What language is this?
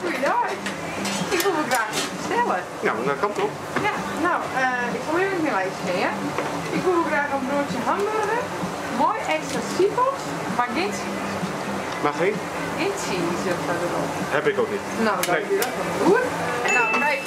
Western Frisian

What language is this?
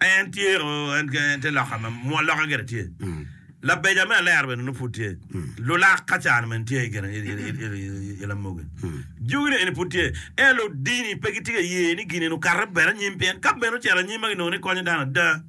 Acoli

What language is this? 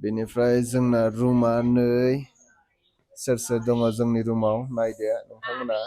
Bodo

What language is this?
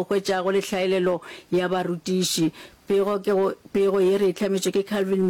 Northern Sotho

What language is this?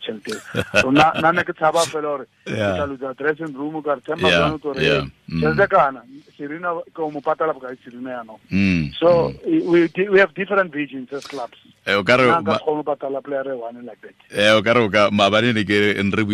Tswana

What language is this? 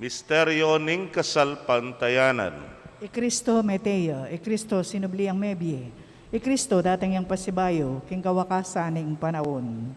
Pampanga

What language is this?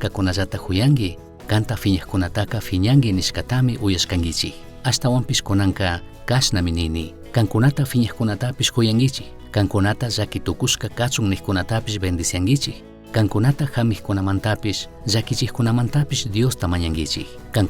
Chimborazo Highland Quichua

